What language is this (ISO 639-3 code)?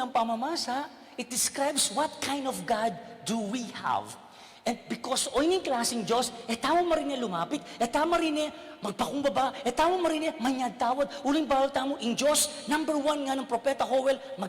pam